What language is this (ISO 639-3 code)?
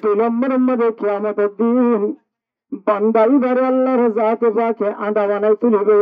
rhg